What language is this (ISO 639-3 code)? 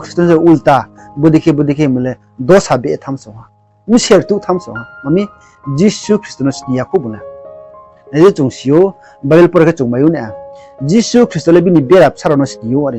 ria